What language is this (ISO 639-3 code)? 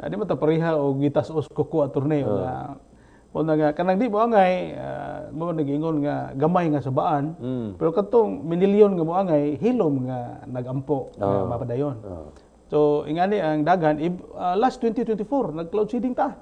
ceb